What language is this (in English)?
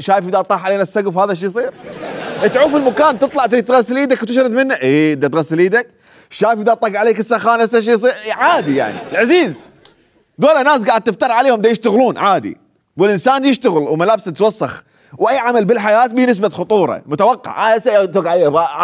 Mesopotamian Arabic